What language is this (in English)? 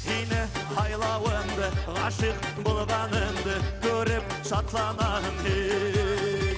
Bashkir